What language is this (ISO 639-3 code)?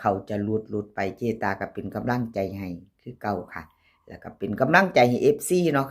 tts